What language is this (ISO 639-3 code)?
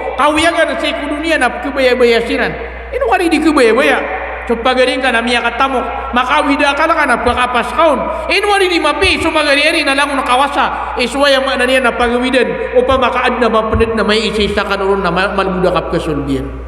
mrw